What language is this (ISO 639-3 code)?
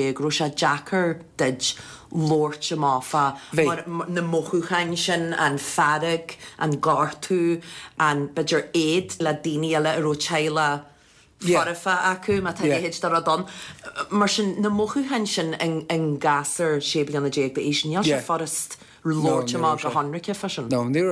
gle